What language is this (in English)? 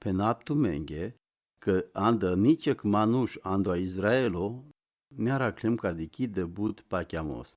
Romany